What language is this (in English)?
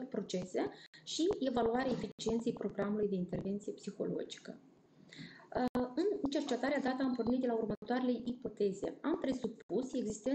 Romanian